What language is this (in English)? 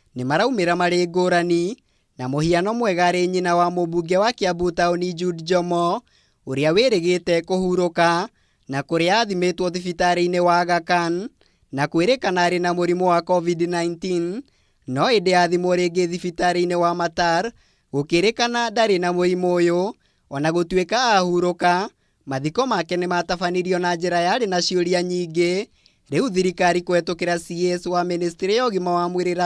Kikuyu